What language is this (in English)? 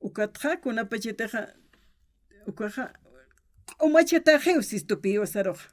Aymara